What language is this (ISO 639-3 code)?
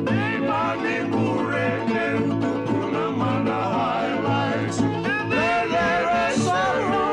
fij